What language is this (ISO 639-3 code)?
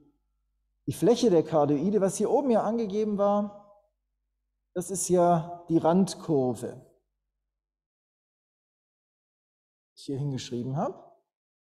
deu